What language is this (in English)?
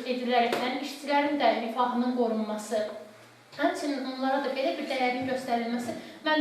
Azerbaijani